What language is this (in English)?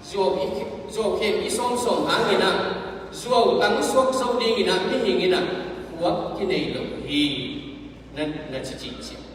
Tedim Chin